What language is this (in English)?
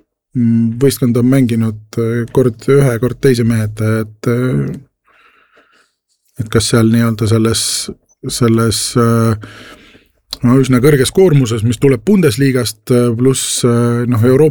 Estonian